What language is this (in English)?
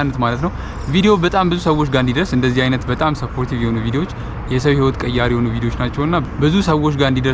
Amharic